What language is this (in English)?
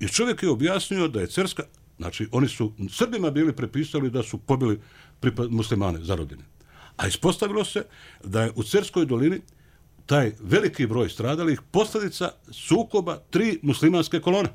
Bosnian